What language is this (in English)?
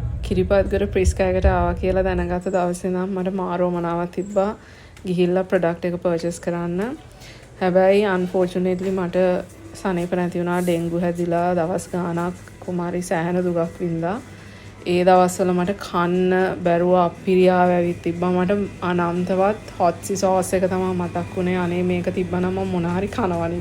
Sinhala